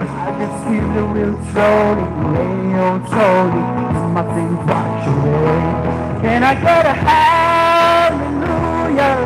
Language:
Tangkhul Naga (India)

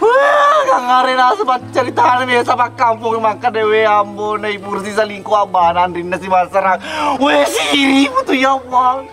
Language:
Buginese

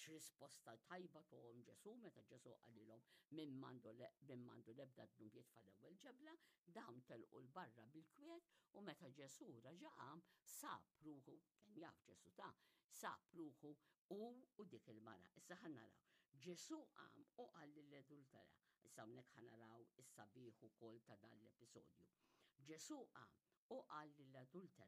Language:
Maltese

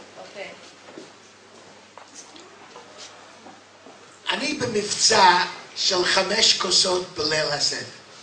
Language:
Hebrew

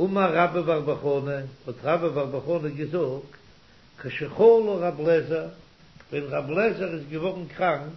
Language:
Yiddish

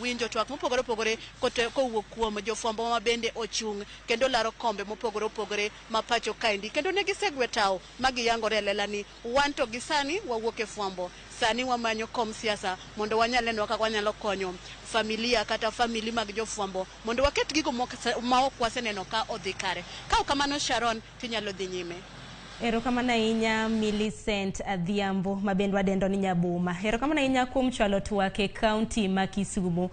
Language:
Luo (Kenya and Tanzania)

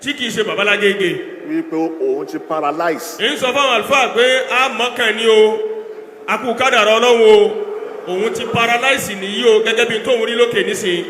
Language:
Yoruba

